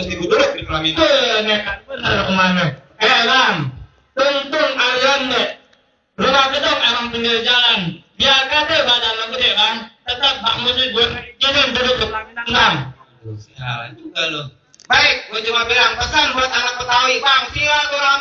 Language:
Betawi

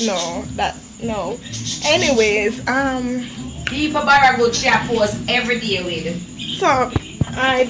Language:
Jamaican Creole English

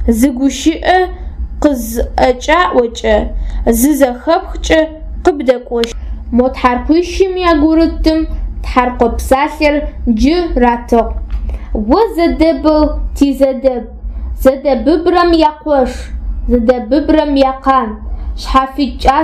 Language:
Adyghe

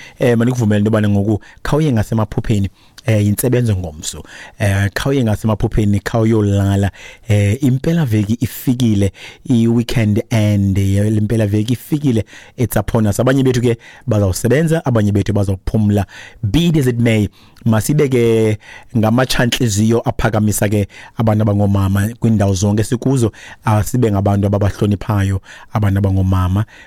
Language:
Xhosa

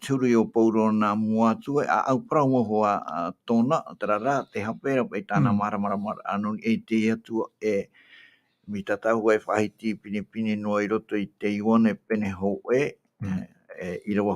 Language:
Tahitian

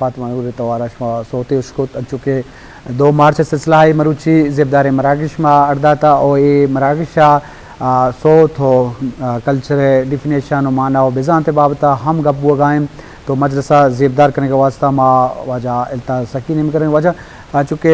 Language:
Eastern Balochi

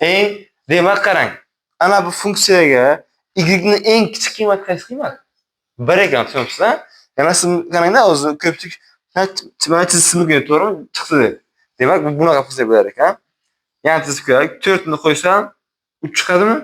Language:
Uzbek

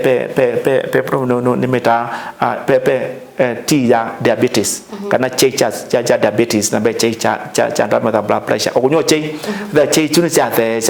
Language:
Kamba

